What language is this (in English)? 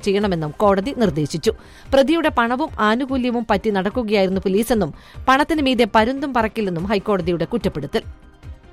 Malayalam